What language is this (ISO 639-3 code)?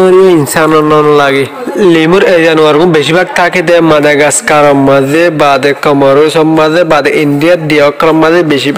rhg